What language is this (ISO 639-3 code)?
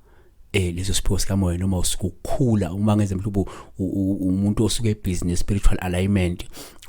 zul